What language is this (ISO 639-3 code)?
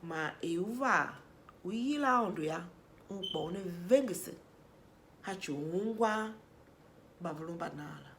tiv